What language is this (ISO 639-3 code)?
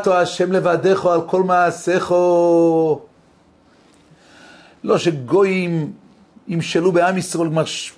heb